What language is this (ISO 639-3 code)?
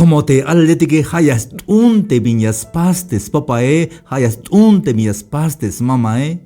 tzh